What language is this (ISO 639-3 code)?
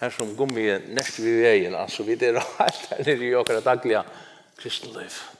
fao